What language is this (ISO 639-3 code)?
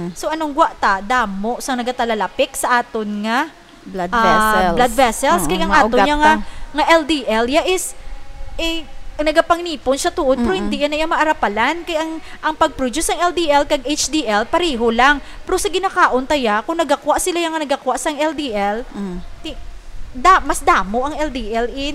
hil